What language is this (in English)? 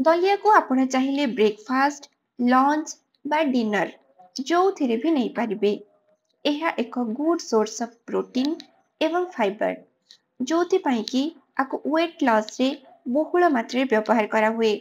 Odia